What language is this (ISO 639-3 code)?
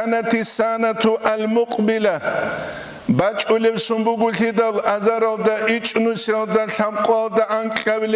ava